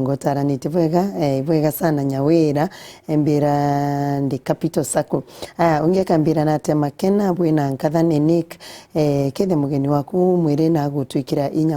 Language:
Meru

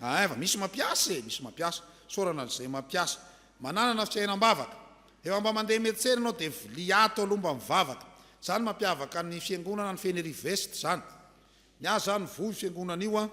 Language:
Malagasy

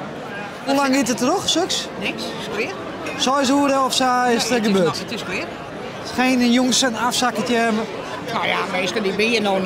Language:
Western Frisian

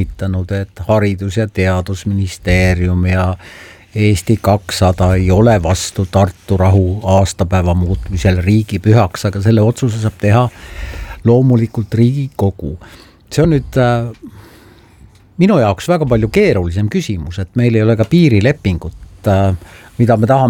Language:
Estonian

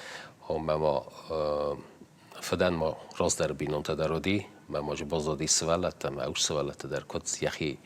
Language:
Ossetic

